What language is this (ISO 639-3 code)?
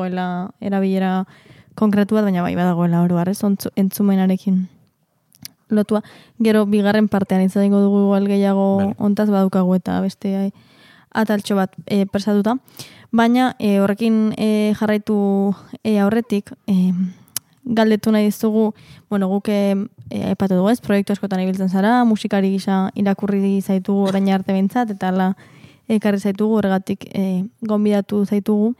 eus